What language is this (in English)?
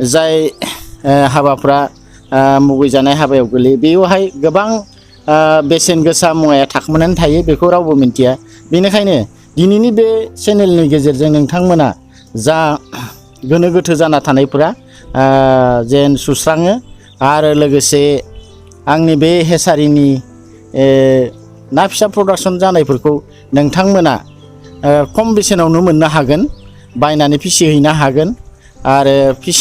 Bodo